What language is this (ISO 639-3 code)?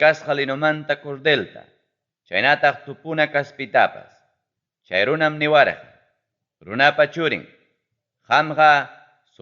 quy